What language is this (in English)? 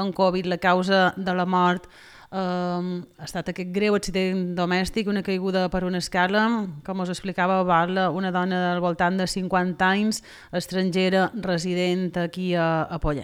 Catalan